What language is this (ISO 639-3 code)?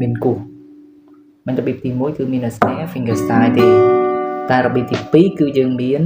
khm